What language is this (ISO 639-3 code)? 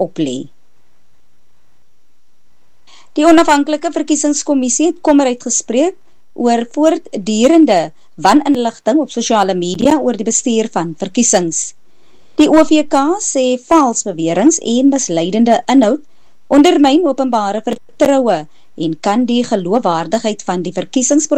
afr